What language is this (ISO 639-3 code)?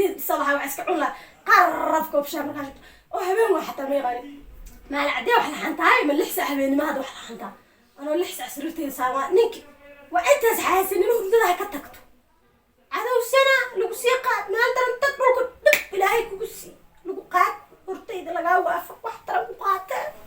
som